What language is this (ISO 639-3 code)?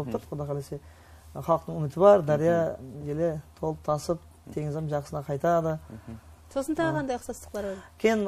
kaa